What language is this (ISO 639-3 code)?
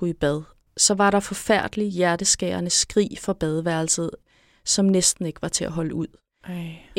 dan